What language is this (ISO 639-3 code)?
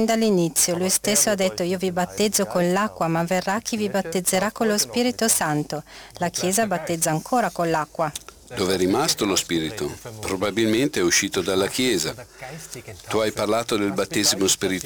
ita